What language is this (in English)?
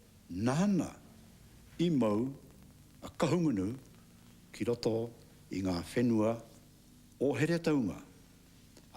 Māori